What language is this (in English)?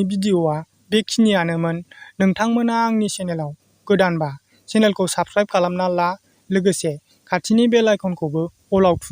Bodo